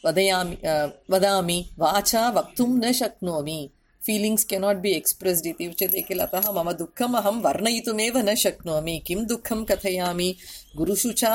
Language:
Sanskrit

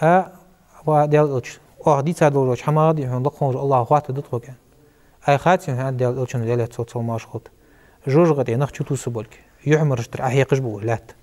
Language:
Ingush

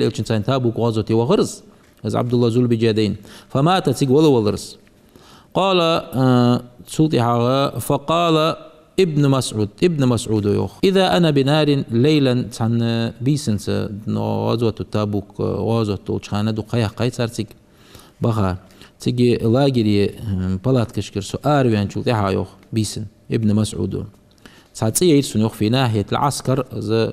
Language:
Ingush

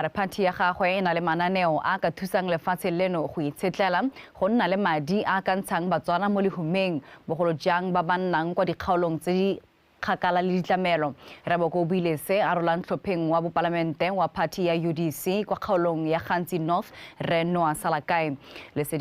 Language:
Tswana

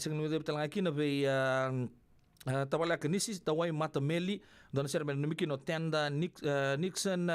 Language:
Fijian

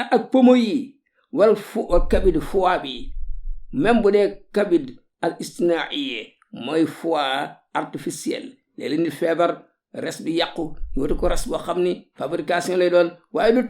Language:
Wolof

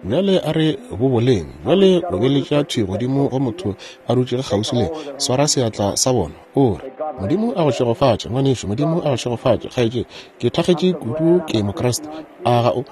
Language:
Northern Sotho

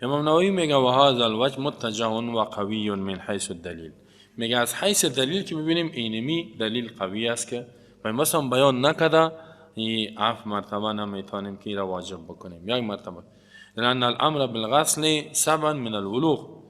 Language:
Persian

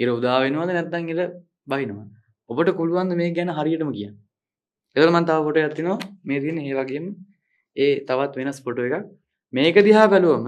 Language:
Sinhala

